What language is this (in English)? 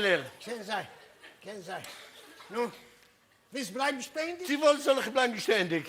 Yiddish